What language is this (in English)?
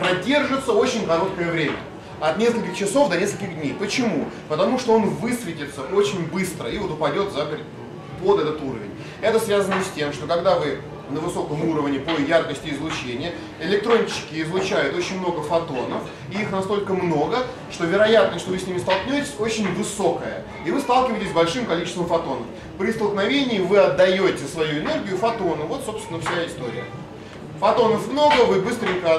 Russian